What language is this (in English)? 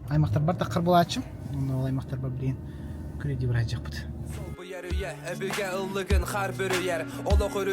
Yakut